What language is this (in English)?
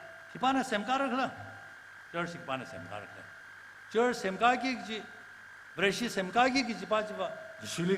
Tangkhul Naga (India)